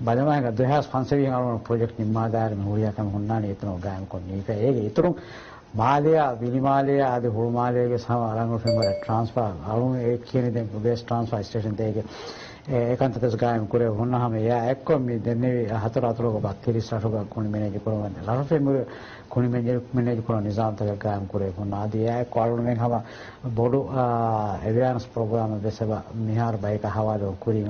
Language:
Divehi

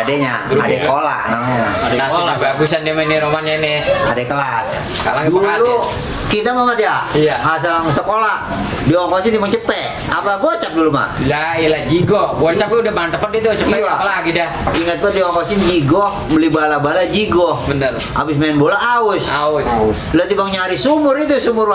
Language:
Betawi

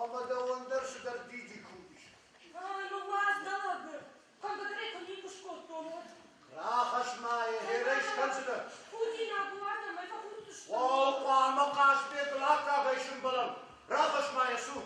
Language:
Ossetic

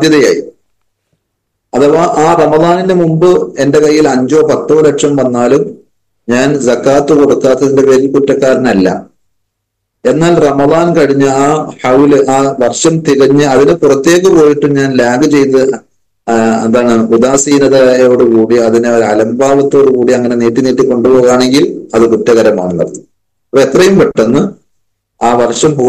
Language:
Malayalam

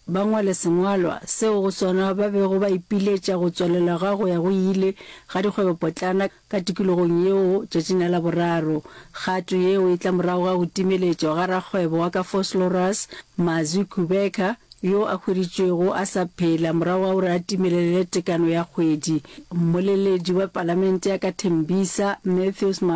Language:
Northern Sotho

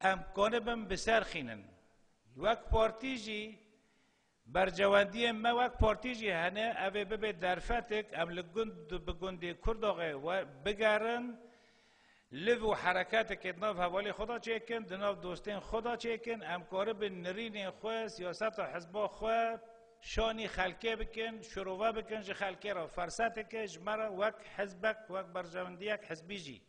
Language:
Kurdish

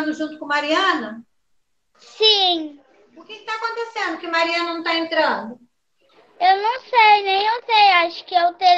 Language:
Portuguese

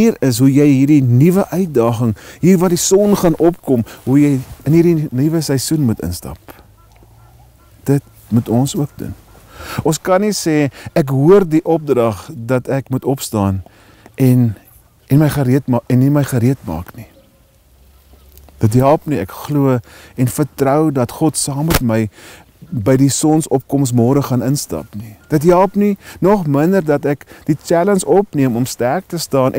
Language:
Afrikaans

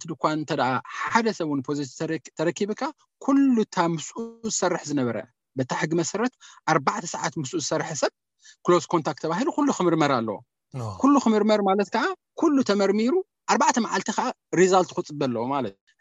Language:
Tigrinya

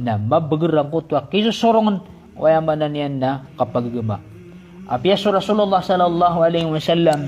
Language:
Maranao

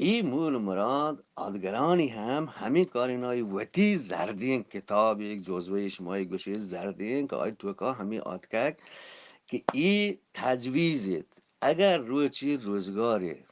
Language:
Eastern Balochi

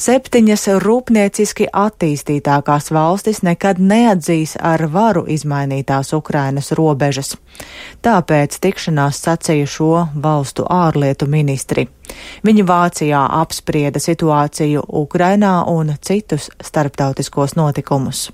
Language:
Latvian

